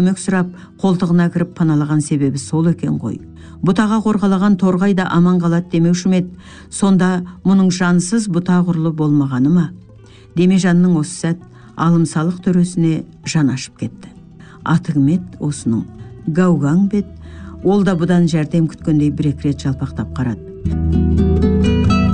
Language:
Kazakh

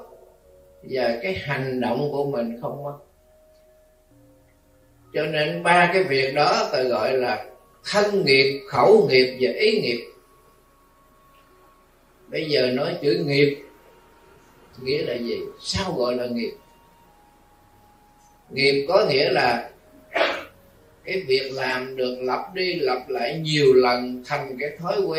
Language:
Vietnamese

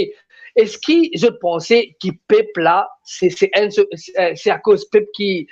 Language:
Morisyen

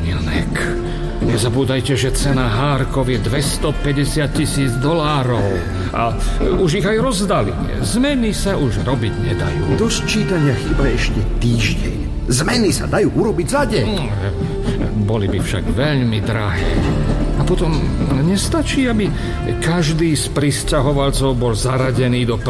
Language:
Slovak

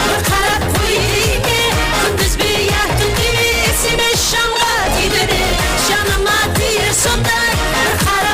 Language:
Kara-Kalpak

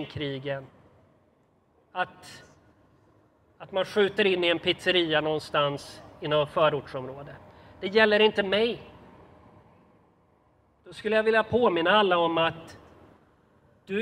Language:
Swedish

